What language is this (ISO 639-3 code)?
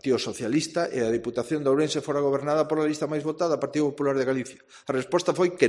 glg